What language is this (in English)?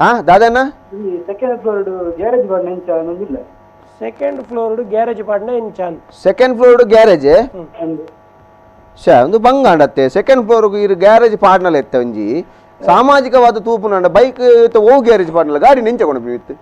Tulu